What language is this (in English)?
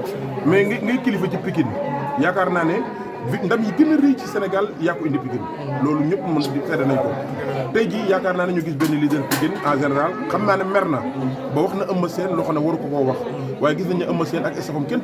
Wolof